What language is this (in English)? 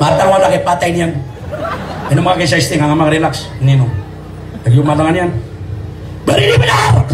Maranao